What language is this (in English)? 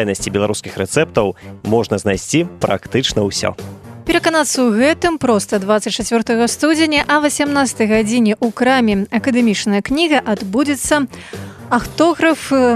Belarusian